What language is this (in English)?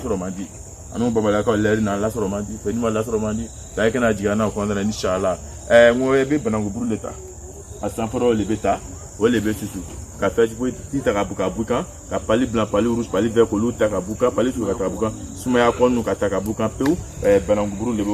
Bambara